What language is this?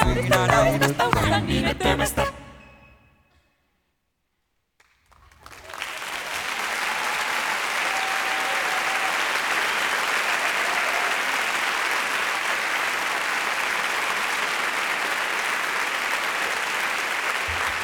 Finnish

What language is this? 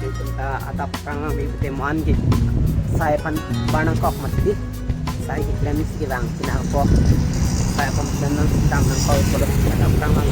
Karbi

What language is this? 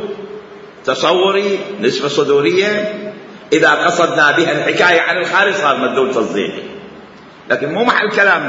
Mesopotamian Arabic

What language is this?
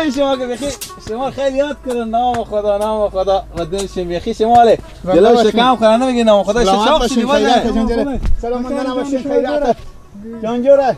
Persian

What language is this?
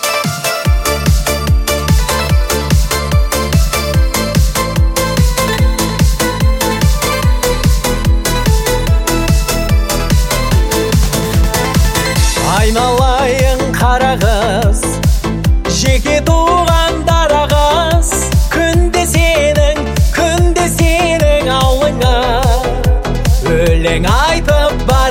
Kazakh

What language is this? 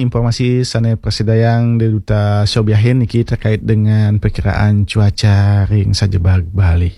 Balinese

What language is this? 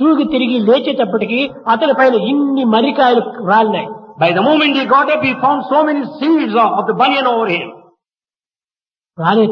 Telugu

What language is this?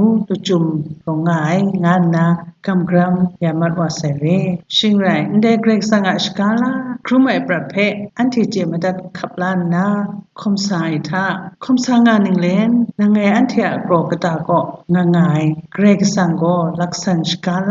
Kachin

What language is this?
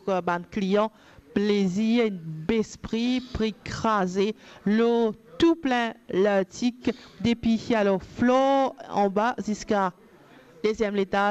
Morisyen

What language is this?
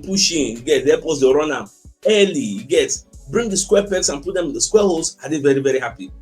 Nigerian Pidgin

